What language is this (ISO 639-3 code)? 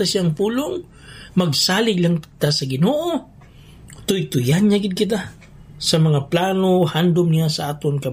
hil